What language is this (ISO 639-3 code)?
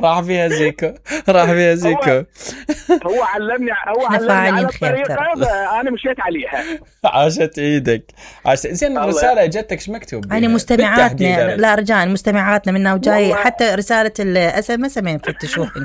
acm